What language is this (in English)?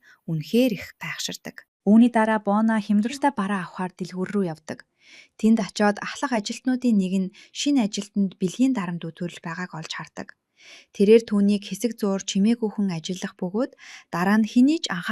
Mongolian